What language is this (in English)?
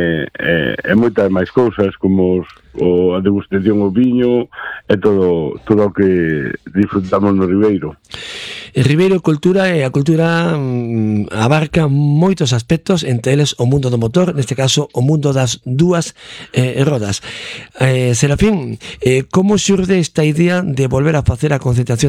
Galician